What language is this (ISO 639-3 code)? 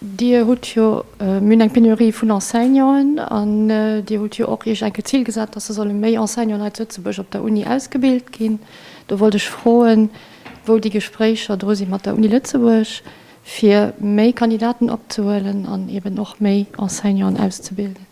ltz